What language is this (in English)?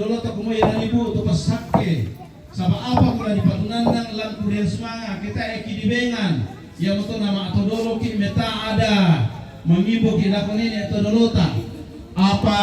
Toraja-Sa'dan